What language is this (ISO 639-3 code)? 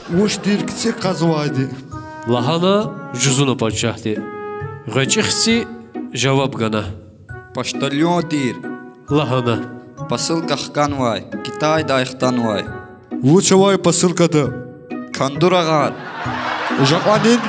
lez